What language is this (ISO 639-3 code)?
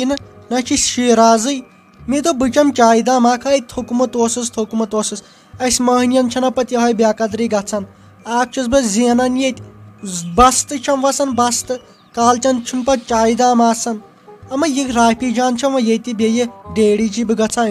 kas